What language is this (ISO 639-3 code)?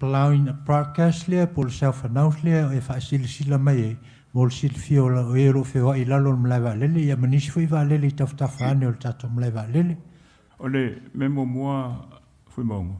smo